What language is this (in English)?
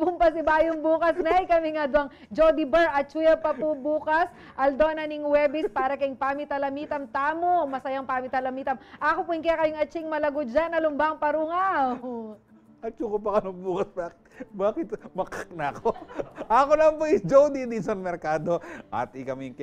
Pampanga